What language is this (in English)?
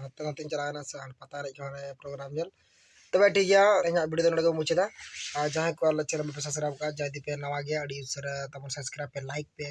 Santali